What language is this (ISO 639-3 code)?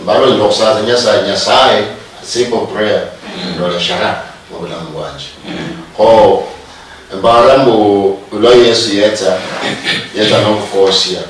luy